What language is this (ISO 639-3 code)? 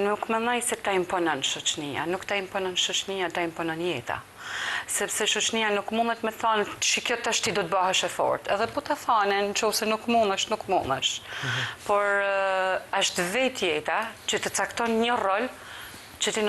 sqi